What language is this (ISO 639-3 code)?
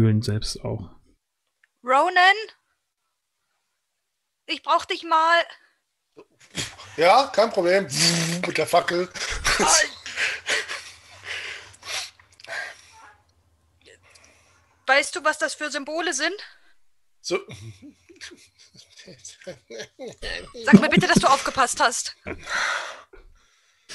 deu